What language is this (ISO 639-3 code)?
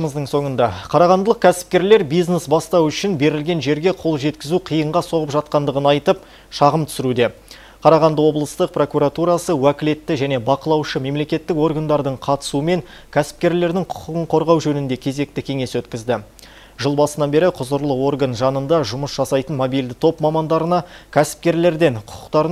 kaz